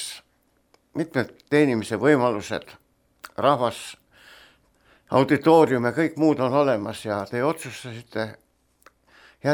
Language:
Estonian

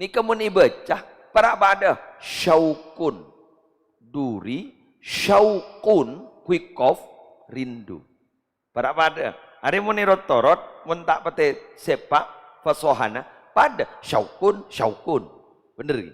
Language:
Madurese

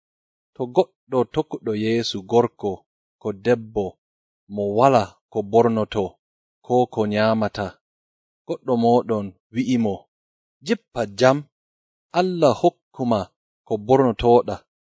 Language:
Nigerian Fulfulde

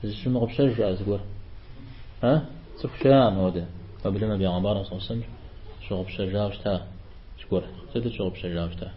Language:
Kabardian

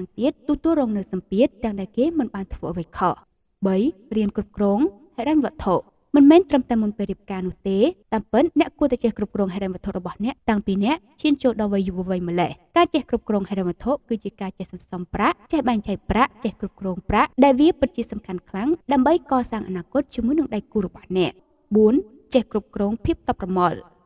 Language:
Khmer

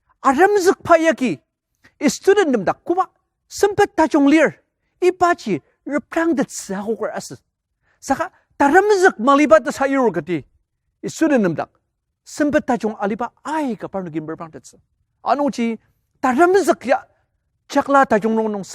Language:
Ao Naga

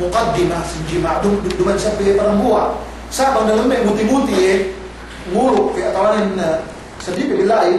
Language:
Yakan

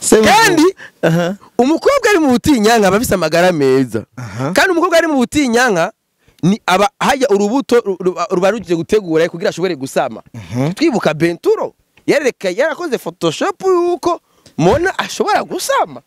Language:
Rundi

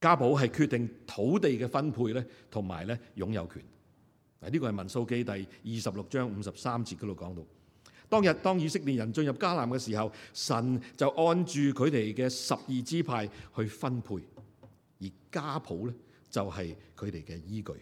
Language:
Cantonese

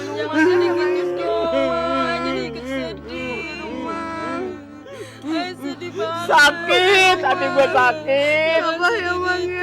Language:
Betawi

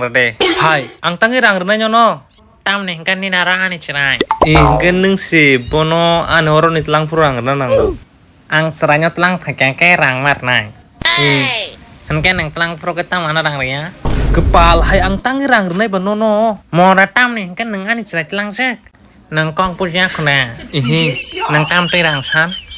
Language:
Kok Borok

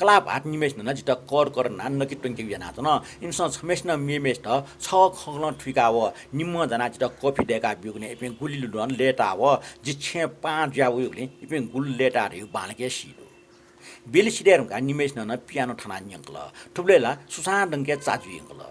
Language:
Newari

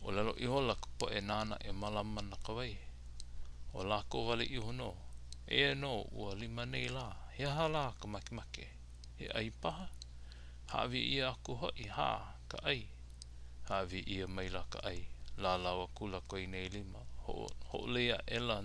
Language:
Hawaiian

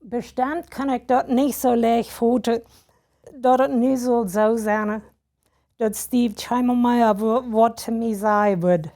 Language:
Plautdietsch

